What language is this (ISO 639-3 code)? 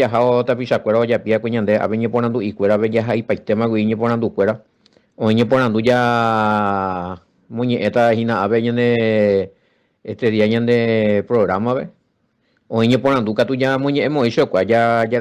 grn